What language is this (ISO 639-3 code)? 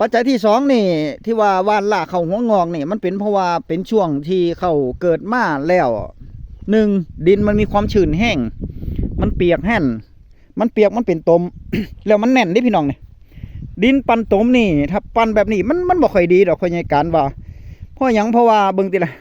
tts